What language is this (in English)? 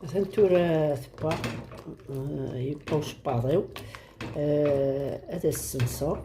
Kabyle